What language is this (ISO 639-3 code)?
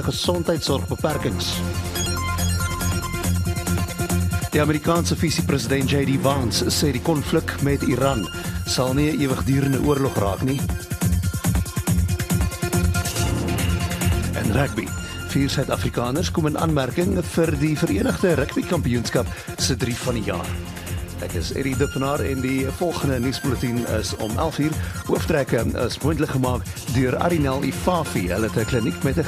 afr